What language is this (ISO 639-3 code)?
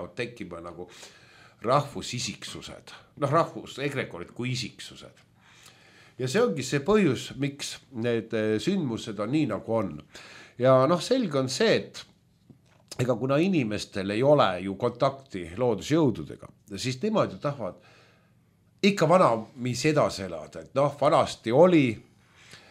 est